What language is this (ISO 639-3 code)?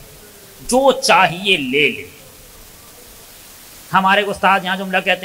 urd